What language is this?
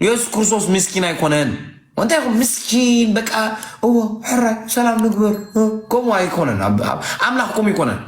Tigrinya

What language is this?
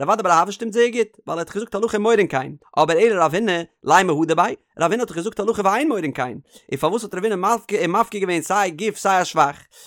Yiddish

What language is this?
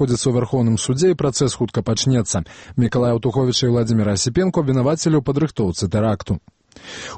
Belarusian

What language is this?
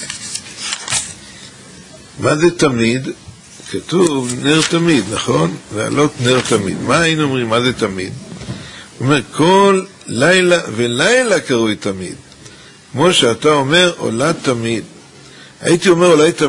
Hebrew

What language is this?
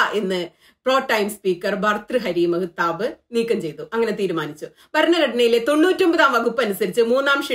Malayalam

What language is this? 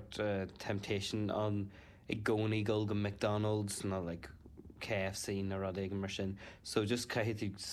Irish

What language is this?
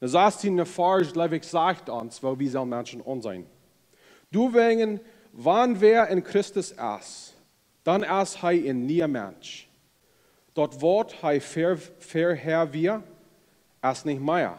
Plautdietsch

